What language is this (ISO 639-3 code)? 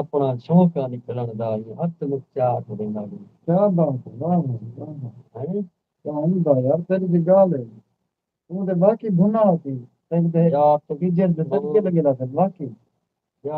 skr